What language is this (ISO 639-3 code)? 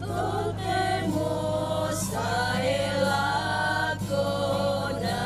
sda